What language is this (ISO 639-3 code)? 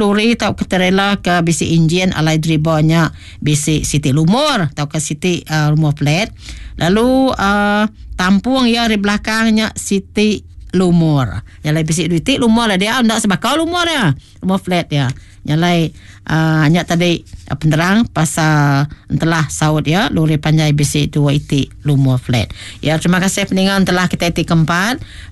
iba